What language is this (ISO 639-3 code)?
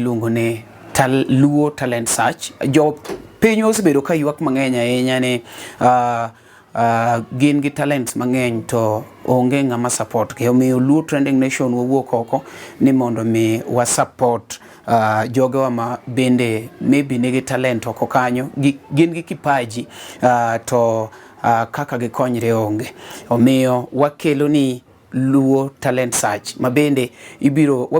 luo